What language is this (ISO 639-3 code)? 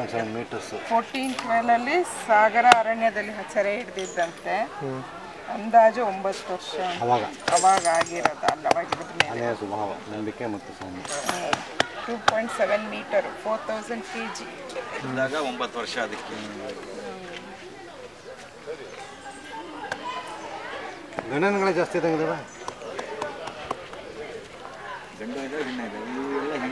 kan